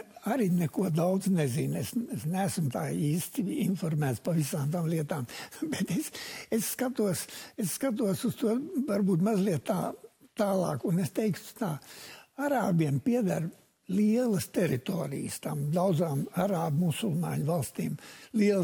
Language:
Latvian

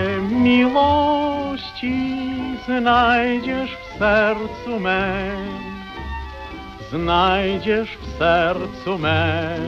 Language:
Polish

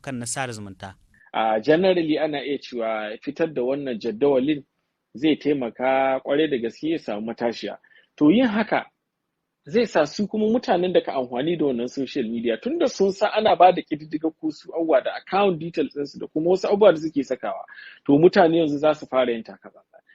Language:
Hausa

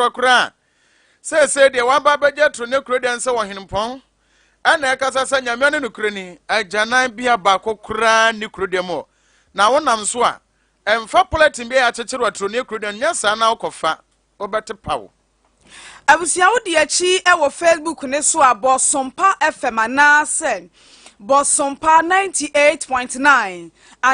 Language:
Akan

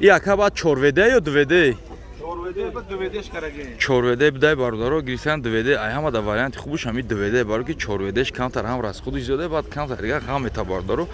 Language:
Tajik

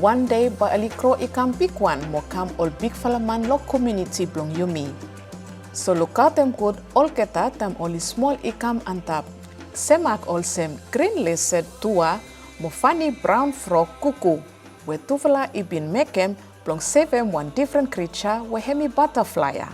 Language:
Bislama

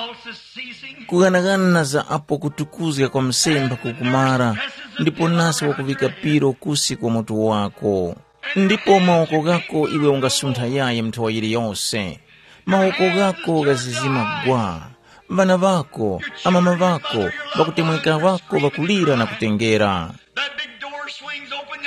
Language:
Tumbuka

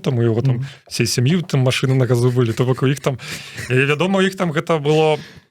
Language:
Belarusian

